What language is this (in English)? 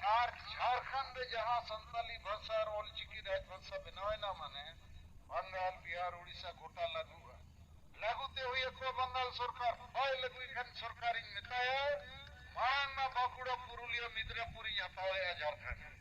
Santali